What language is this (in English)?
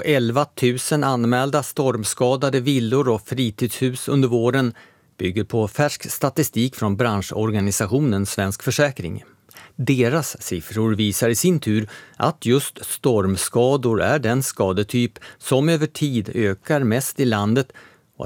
Swedish